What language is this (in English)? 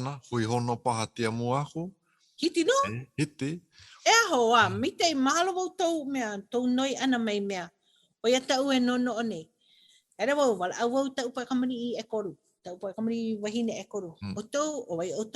Hawaiian